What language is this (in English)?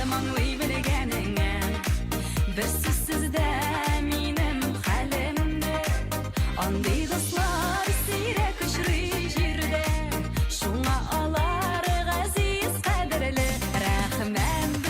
Bashkir